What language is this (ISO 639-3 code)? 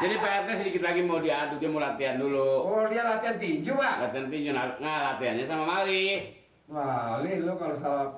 bew